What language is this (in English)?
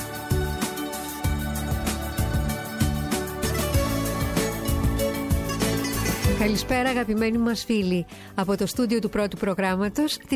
Greek